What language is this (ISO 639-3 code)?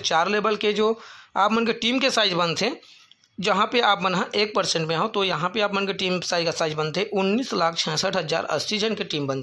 hne